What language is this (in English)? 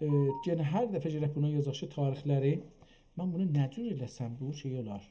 South Azerbaijani